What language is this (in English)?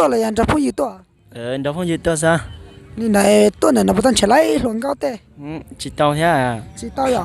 Hmong